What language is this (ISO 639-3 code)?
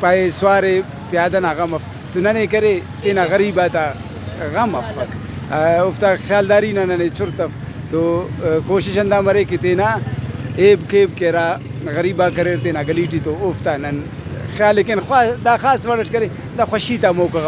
brh